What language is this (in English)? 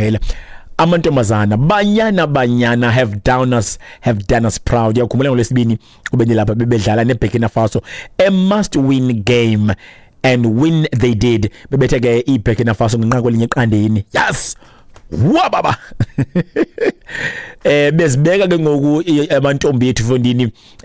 Xhosa